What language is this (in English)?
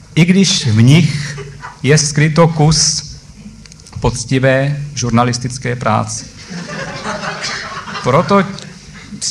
Czech